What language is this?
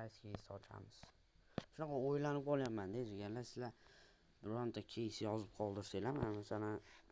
Uzbek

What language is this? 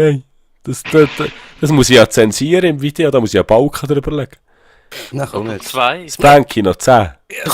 Swiss German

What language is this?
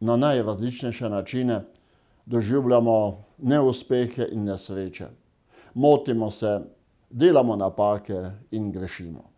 Slovenian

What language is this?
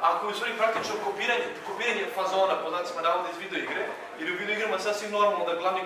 Serbian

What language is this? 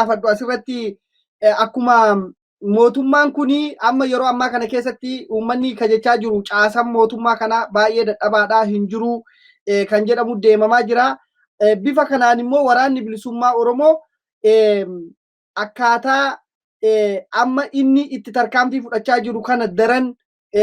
Oromo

